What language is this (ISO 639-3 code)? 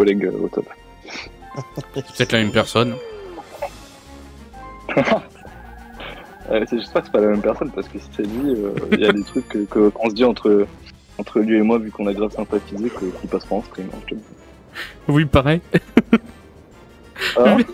fra